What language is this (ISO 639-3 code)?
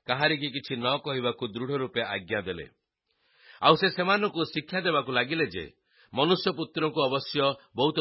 ori